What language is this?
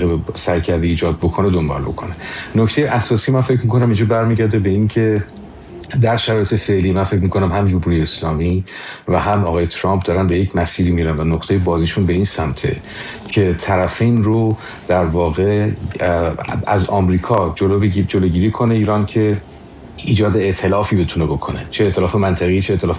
Persian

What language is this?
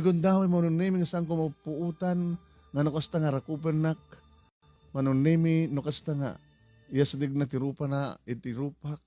Iloko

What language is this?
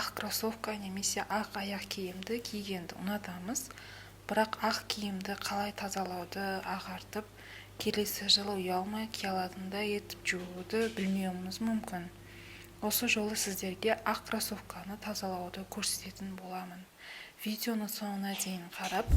Kazakh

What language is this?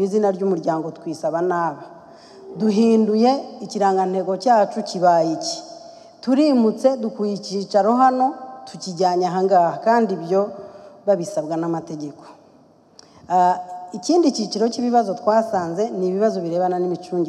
Kinyarwanda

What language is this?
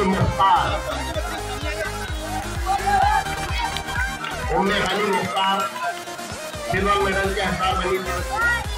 Hindi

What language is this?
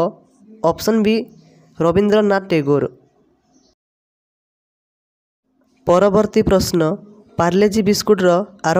Odia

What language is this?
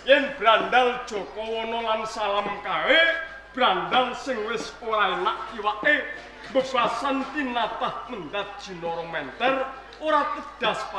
Javanese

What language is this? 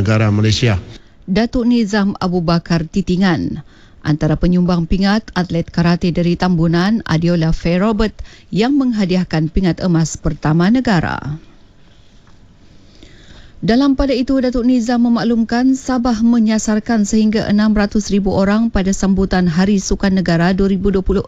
Malay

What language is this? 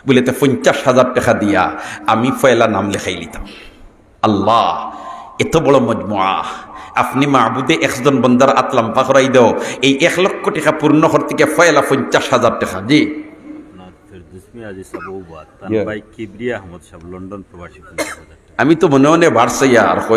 Sylheti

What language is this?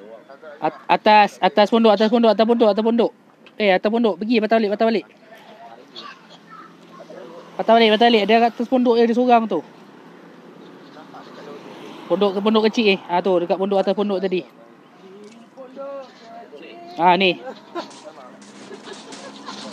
Malay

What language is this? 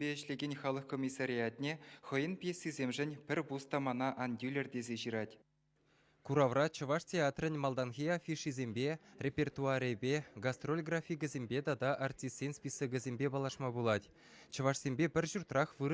Chuvash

